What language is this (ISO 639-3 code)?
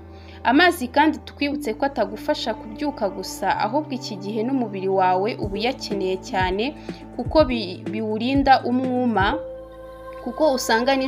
kin